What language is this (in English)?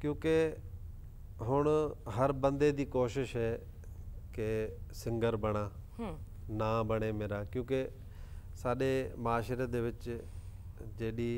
Saraiki